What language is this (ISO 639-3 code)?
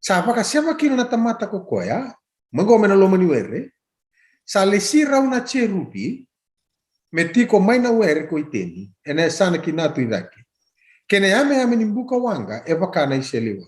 fij